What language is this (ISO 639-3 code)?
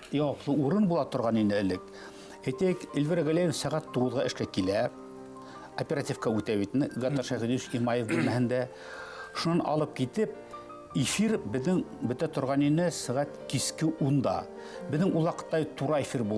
bak